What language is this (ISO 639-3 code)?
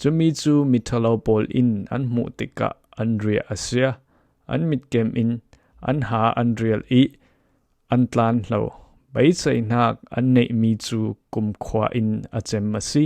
cfm